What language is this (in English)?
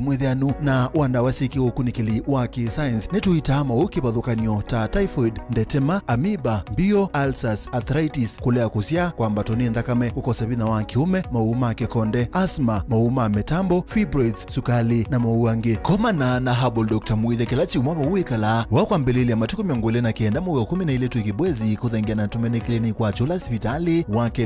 Kamba